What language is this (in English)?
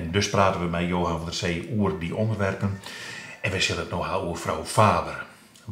Western Frisian